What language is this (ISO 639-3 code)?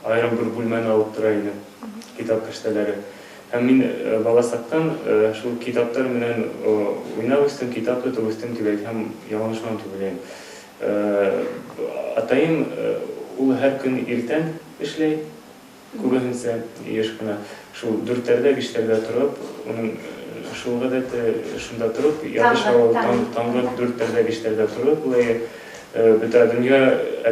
bak